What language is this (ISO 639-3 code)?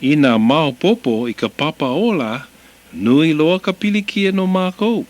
haw